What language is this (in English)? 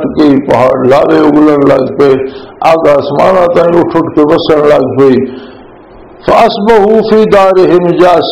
Urdu